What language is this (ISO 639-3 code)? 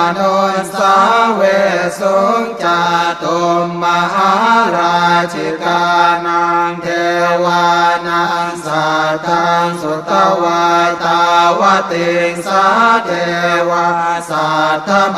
pli